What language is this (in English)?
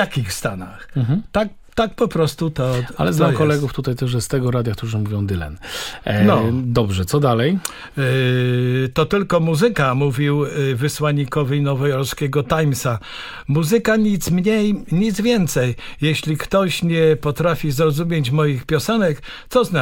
Polish